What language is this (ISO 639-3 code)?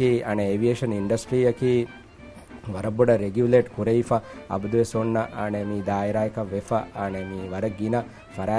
div